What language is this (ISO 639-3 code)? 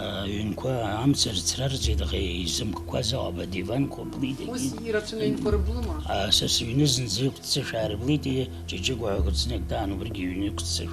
abk